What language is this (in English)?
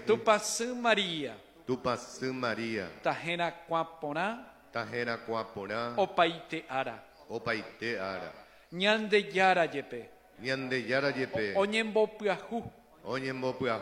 Guarani